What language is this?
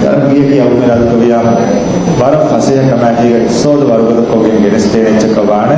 Divehi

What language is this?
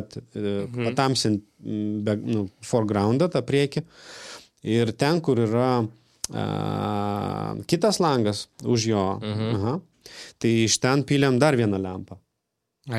Lithuanian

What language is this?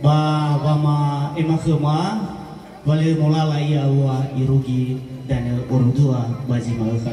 Nias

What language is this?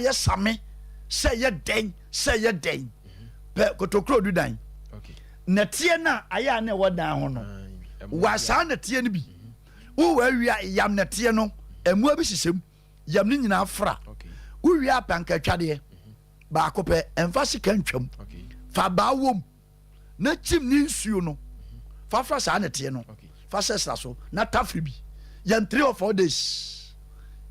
Akan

